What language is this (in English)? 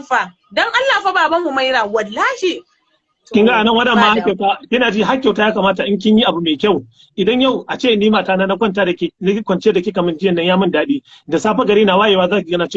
Hausa